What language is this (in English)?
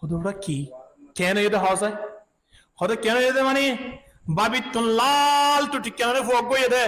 Rohingya